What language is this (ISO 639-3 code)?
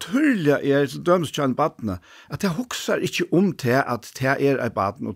fao